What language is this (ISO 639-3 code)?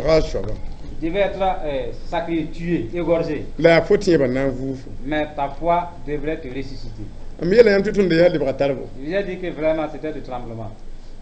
mos